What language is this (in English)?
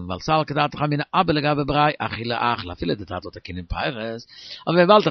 Yiddish